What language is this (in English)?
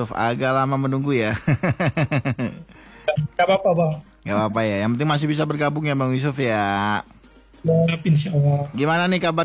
Indonesian